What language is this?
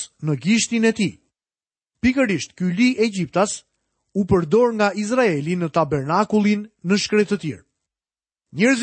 Albanian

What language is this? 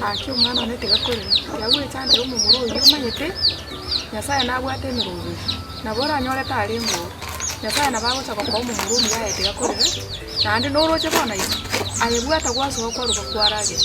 Gusii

